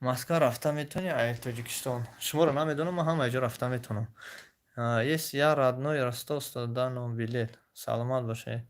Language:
Tajik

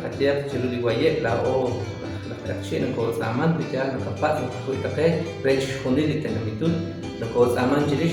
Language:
Kekchí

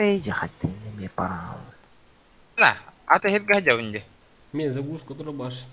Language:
Yakut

